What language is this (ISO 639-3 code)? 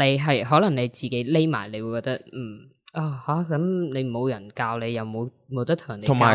yue